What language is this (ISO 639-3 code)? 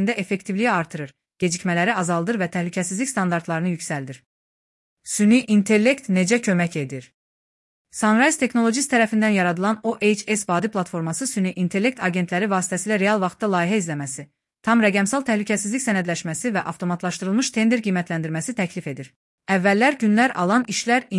aze